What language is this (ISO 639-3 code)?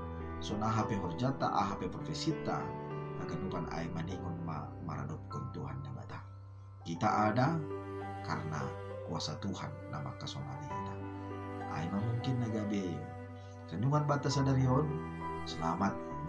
bts